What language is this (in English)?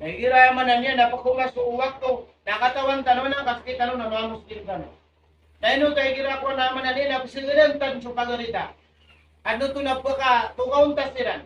Maranao